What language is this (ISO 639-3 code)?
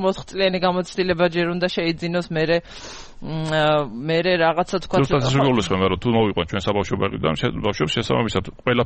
kat